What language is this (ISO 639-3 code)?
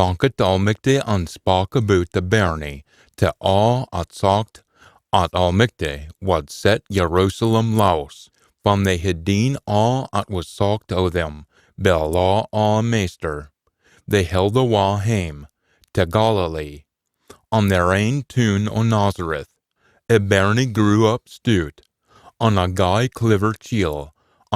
sco